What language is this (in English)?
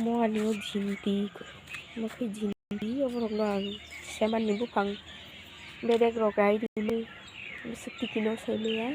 Kok Borok